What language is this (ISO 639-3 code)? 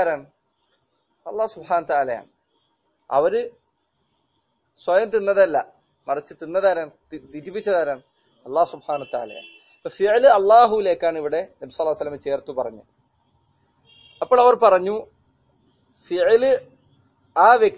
mal